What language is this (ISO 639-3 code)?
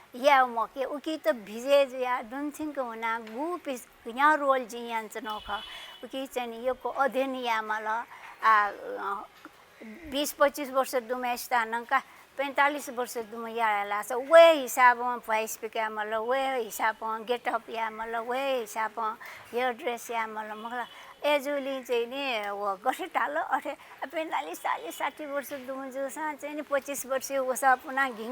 new